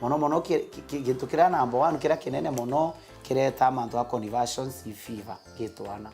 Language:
Meru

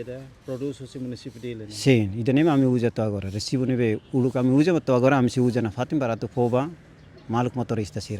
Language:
Tetum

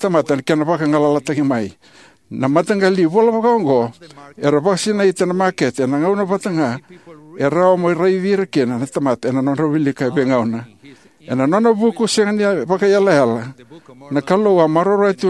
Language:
Fijian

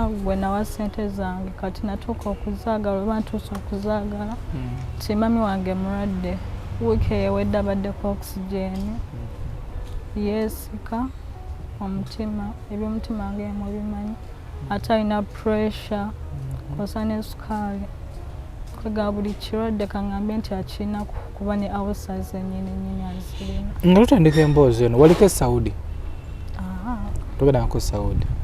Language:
Ganda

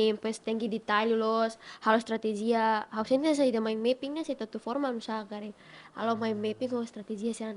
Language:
Tetum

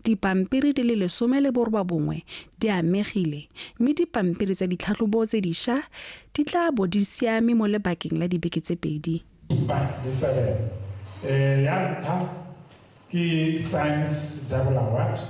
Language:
Tswana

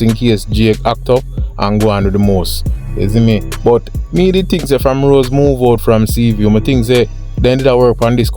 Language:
Jamaican Creole English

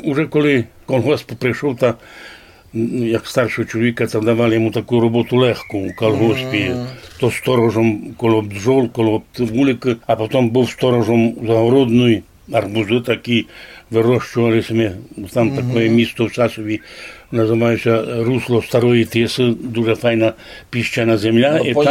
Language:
Rusyn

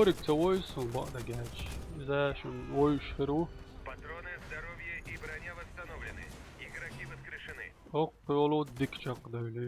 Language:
Chechen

